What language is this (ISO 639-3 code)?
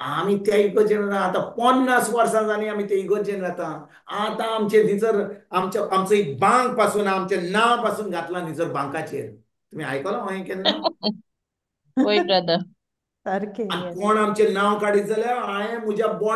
kok